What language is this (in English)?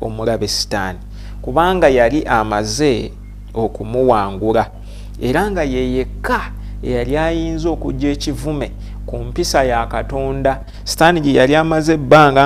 Ganda